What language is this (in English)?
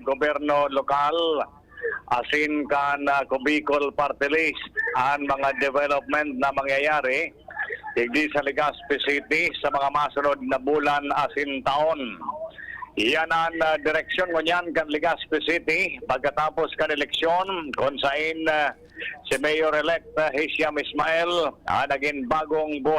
Bikol